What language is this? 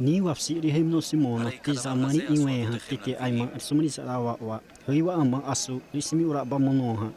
Xavánte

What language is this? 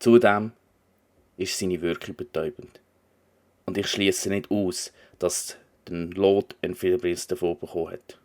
Swiss German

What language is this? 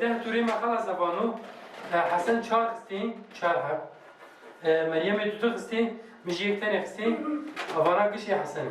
Kurdish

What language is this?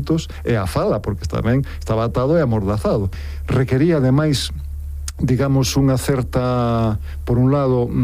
Galician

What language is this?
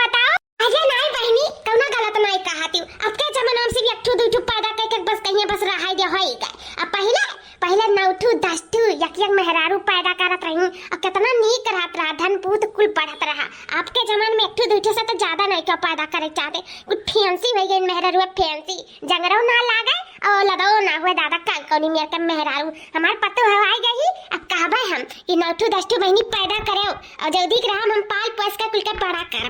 Awadhi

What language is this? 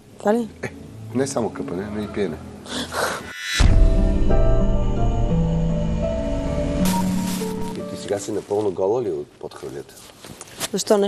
Bulgarian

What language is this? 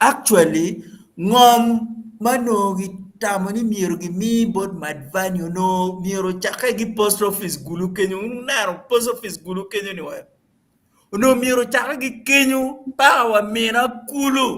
Acoli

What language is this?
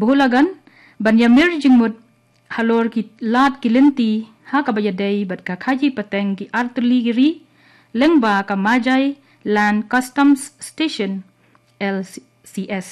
Khasi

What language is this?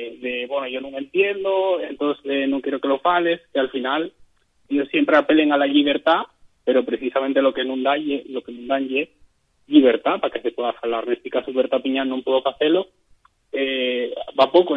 Asturian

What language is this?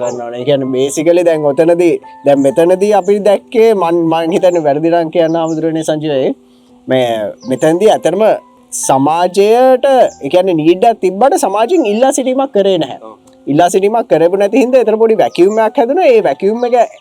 Sinhala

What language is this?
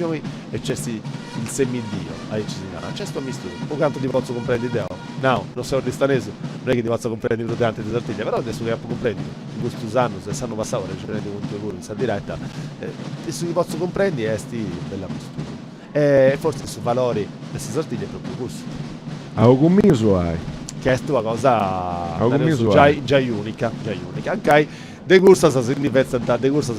Sardinian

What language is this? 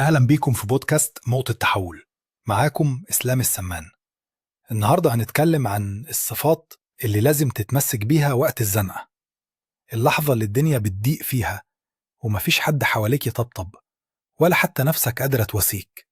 Egyptian Arabic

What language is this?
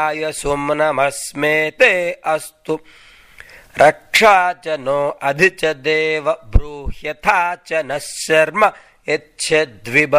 Sanskrit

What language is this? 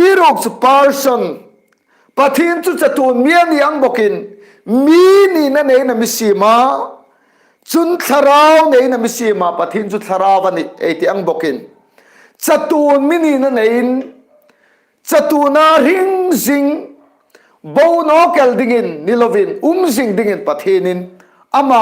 Hmar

